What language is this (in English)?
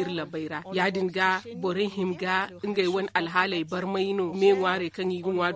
Zarma